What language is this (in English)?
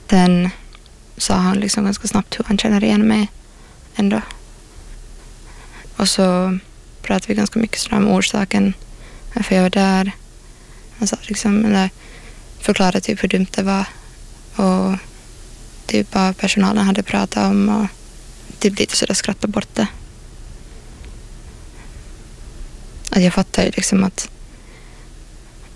Swedish